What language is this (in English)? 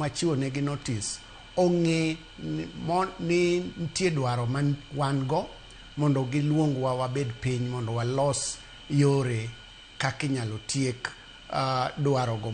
Luo (Kenya and Tanzania)